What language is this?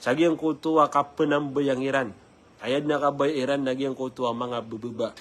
Maranao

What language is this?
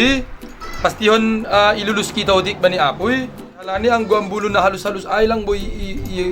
Batak Simalungun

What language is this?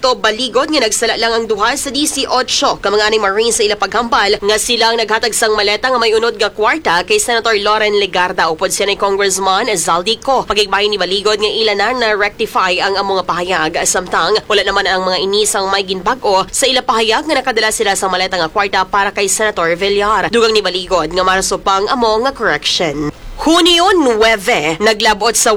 Hiligaynon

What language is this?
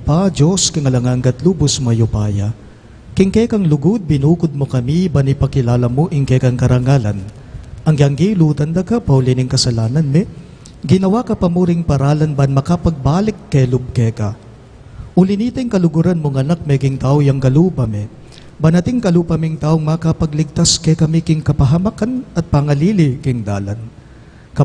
Pampanga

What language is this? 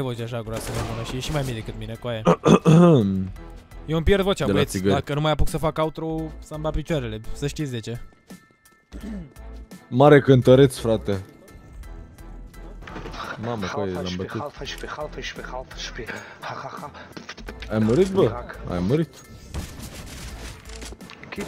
Romanian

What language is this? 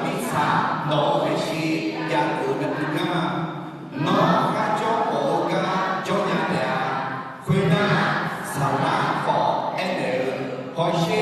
Akha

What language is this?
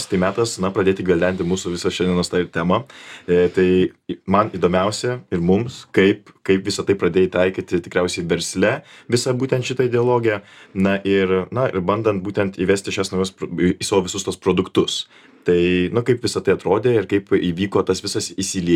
Lithuanian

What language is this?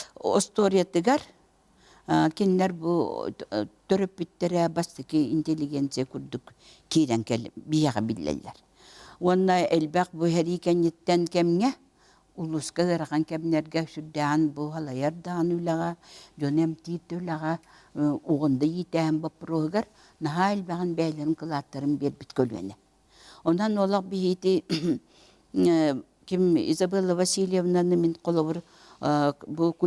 Yakut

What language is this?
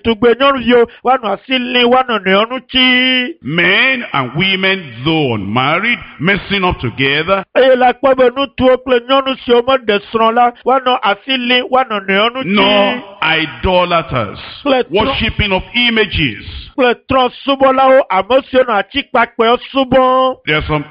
Ewe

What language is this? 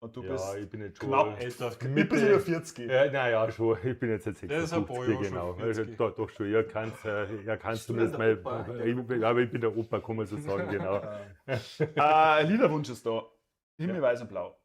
Bavarian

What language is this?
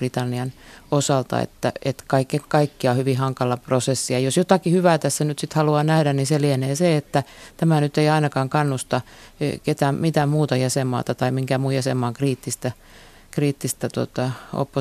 Finnish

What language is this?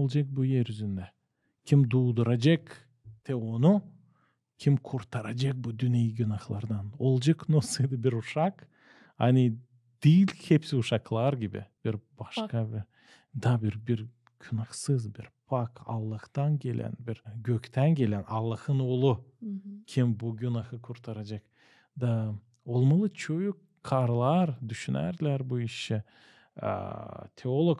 Gagauz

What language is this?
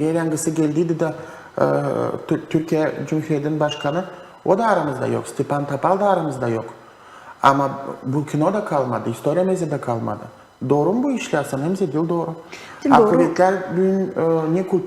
Gagauz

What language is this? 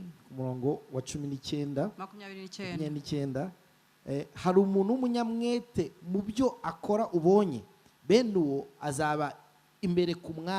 Kinyarwanda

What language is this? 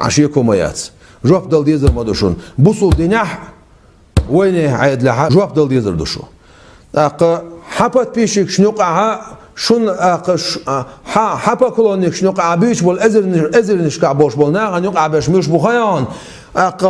Chechen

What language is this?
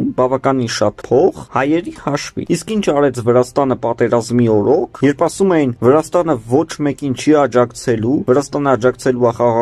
Armenian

